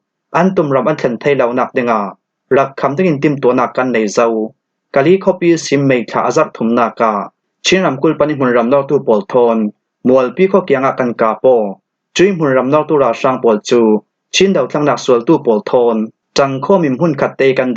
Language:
Falam Chin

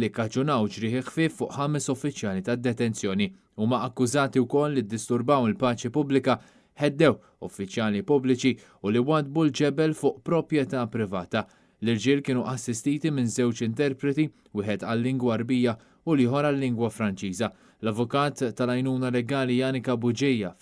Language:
Maltese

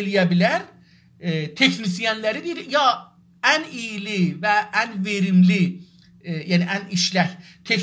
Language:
South Azerbaijani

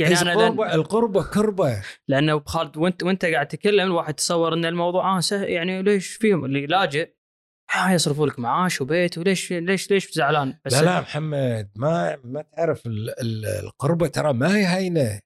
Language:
Gulf Arabic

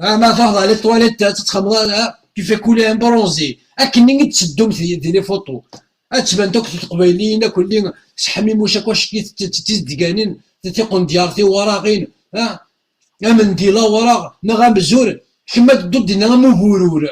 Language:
Kabyle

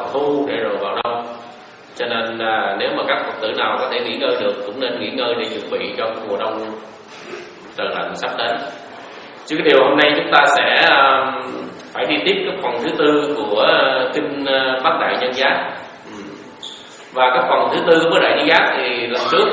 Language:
Vietnamese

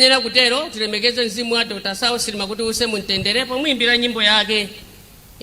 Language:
Nyanja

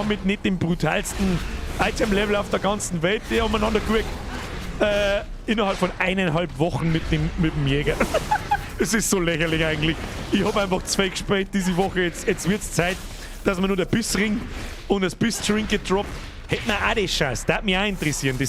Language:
Bavarian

